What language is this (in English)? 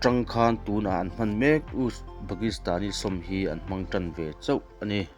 Mizo